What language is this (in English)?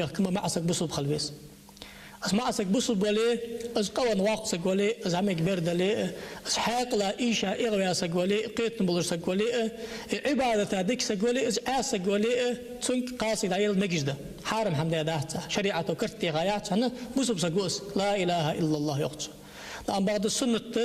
Ingush